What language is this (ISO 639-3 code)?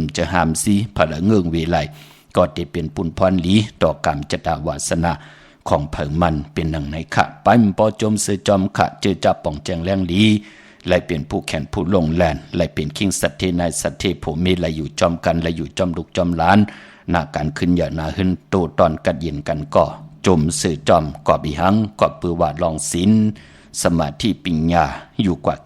shn